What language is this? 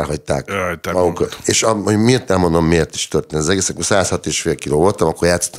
Hungarian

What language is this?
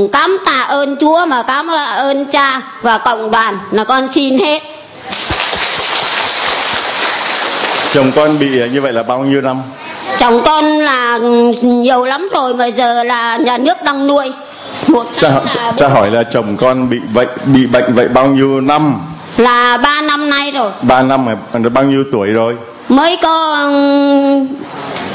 Vietnamese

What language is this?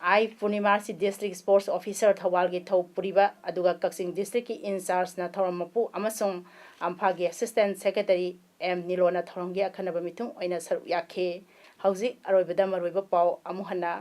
Manipuri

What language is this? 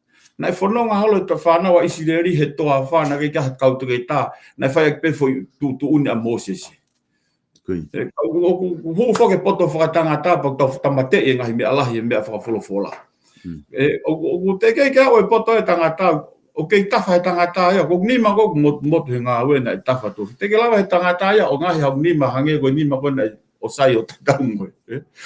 Tongan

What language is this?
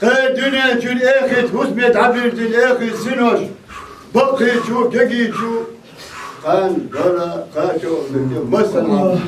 Chechen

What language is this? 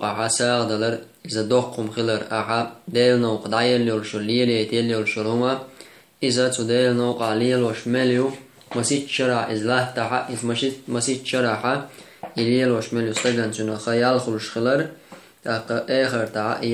Chechen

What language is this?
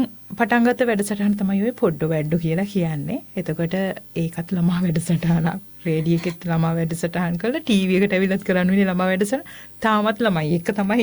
Sinhala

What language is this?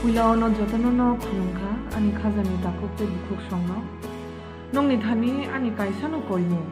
Kok Borok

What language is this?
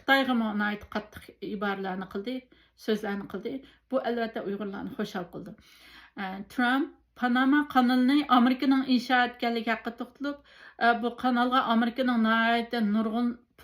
Uyghur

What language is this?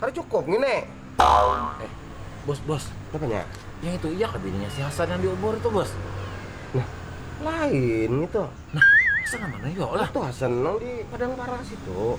Banjar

